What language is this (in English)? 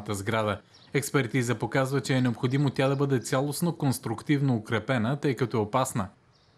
Bulgarian